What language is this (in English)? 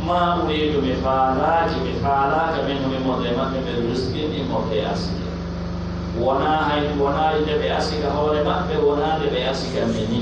Pular